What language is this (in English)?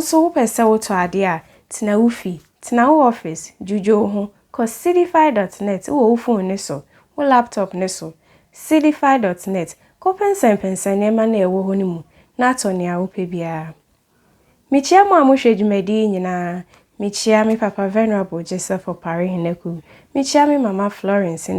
Akan